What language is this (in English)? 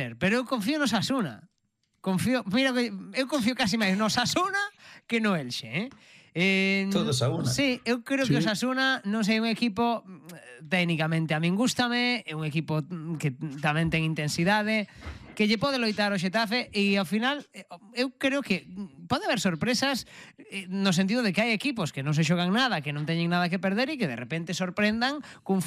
Galician